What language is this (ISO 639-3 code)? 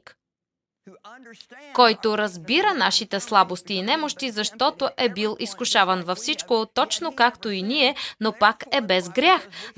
bul